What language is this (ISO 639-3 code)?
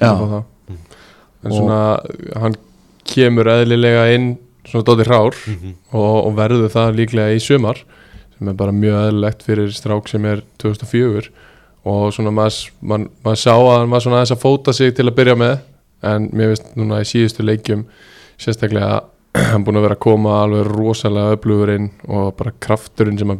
isl